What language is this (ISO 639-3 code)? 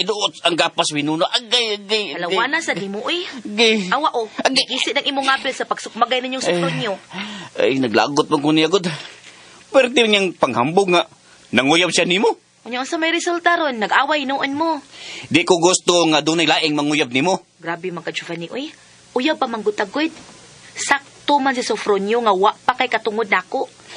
ceb